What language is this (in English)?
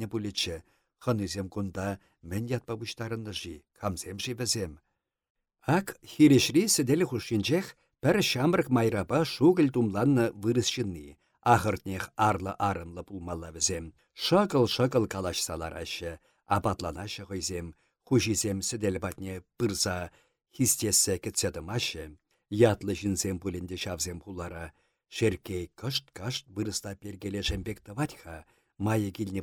Chuvash